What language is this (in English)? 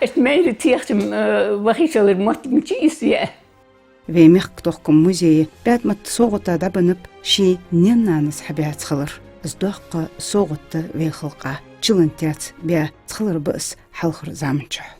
Ingush